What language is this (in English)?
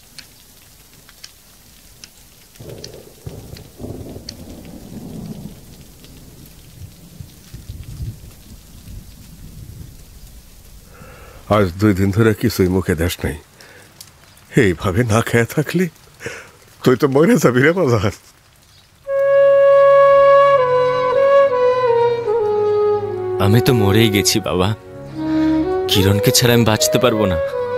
Bangla